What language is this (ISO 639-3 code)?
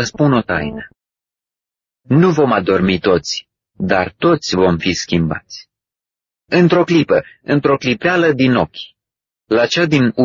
ron